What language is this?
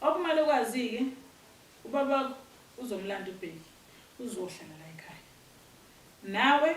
Zulu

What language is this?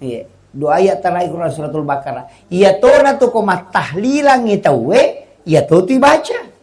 Buginese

